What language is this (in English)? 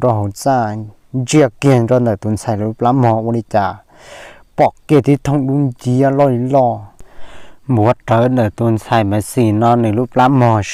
Hmong